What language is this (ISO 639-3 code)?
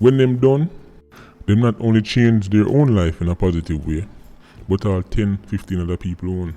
jam